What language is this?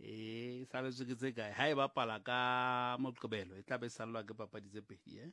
Southern Sotho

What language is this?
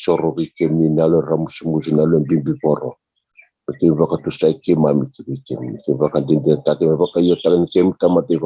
Fijian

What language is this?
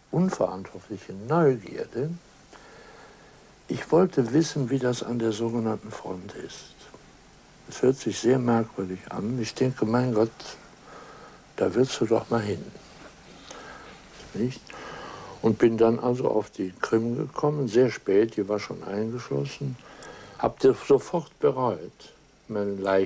German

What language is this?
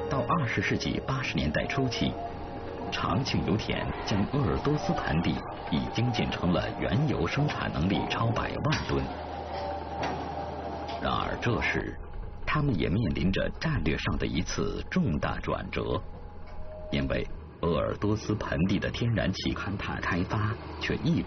Chinese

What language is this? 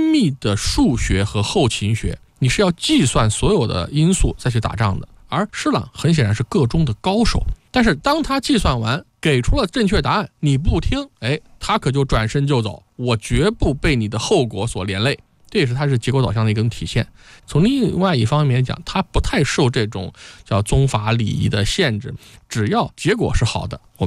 Chinese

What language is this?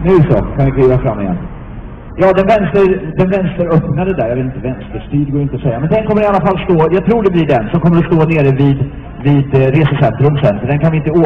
Swedish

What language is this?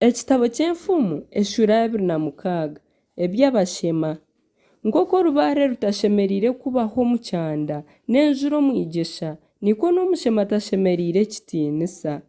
Nyankole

